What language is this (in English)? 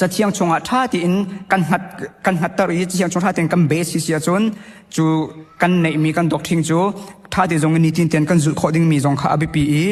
Hakha Chin